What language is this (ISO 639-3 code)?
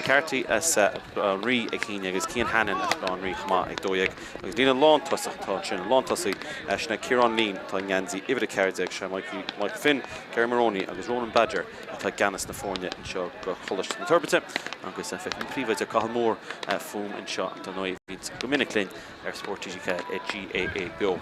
gle